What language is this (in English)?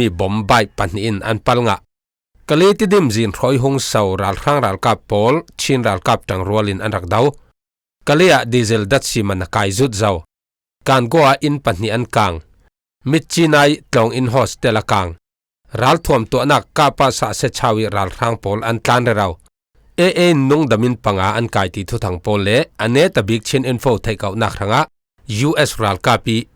Falam Chin